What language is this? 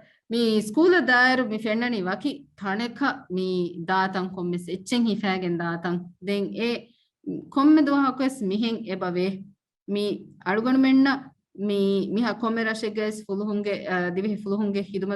Divehi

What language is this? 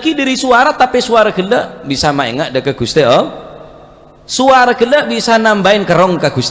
Madurese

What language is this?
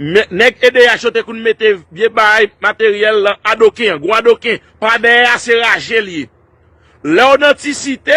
Haitian Creole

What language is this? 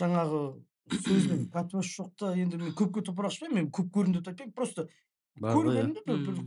Kazakh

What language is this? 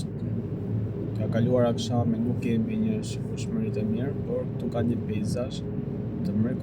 Albanian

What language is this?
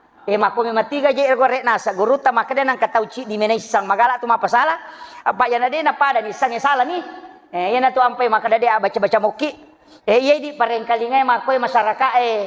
Buginese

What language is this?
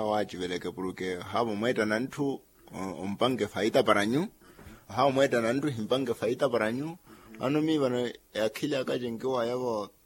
Makhuwa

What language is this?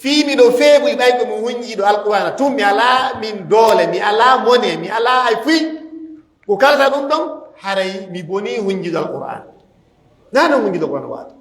Fula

